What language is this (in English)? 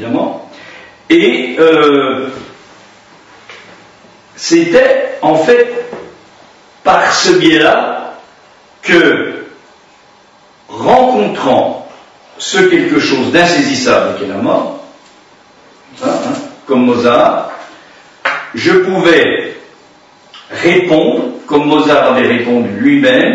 French